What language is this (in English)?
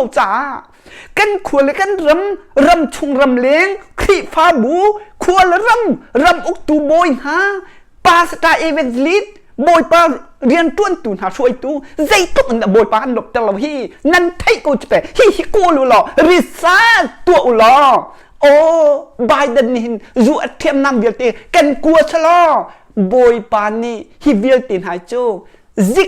Hakha Chin